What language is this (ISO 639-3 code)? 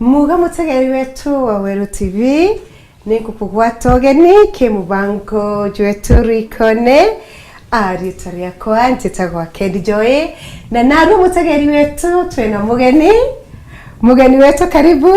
mer